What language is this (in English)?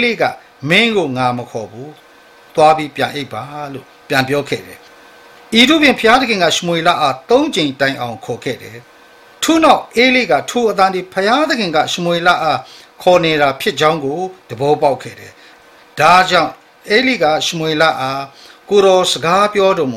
Burmese